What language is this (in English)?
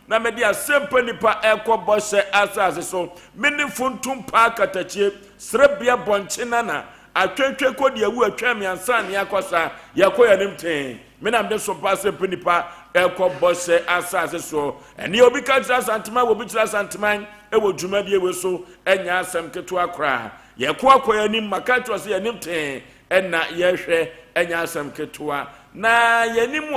Akan